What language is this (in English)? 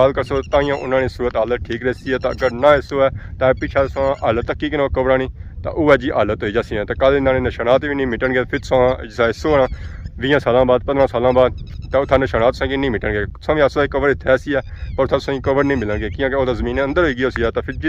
Pahari-Potwari